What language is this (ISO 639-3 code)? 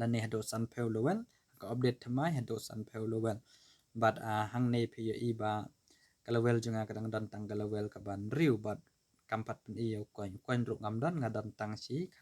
kha